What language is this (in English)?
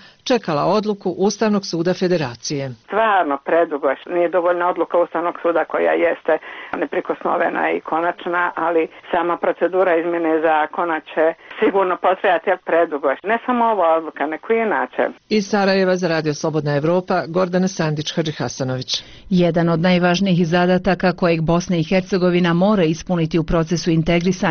Bosnian